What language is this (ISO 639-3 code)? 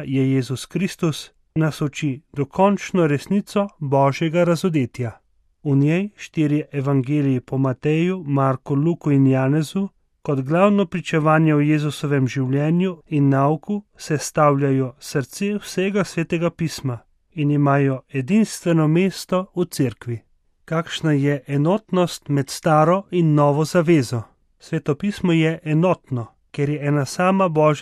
slv